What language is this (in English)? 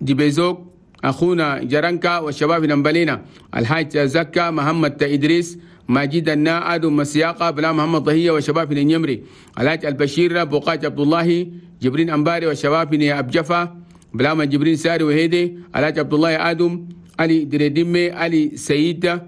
Chadian Arabic